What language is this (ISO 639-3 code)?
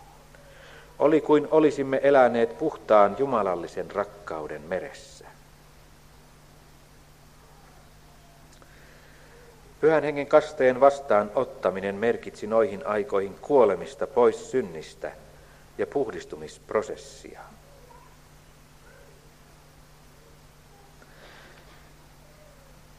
fin